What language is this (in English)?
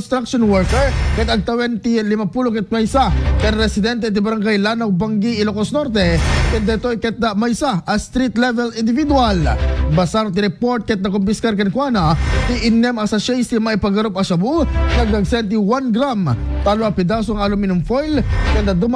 Iloko